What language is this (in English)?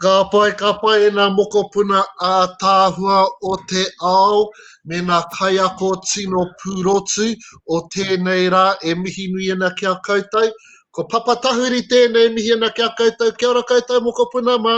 Māori